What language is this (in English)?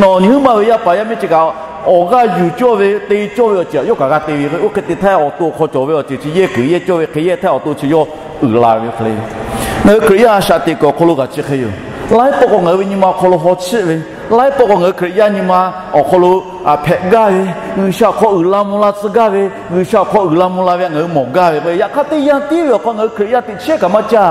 Lahu